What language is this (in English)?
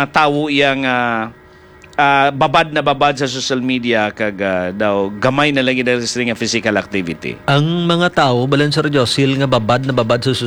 Hiligaynon